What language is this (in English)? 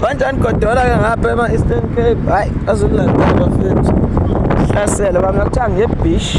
Zulu